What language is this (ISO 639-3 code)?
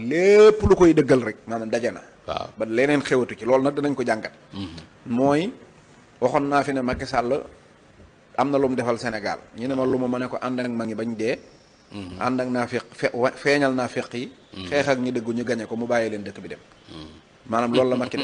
wol